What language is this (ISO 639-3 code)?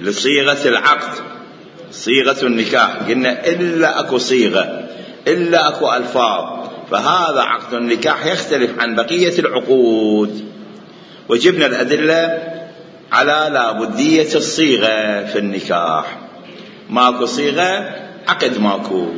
acm